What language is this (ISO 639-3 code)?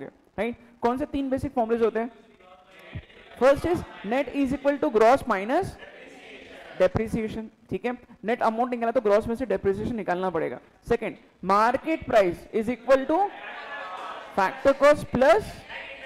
hin